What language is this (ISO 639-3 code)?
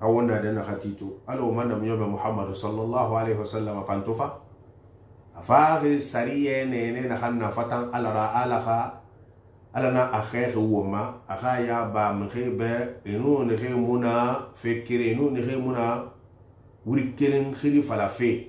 sus